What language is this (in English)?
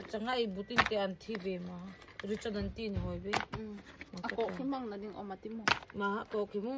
Hmar